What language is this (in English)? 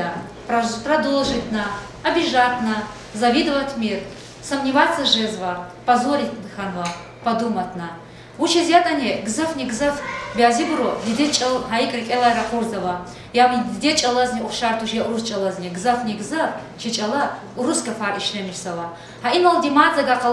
Lezghian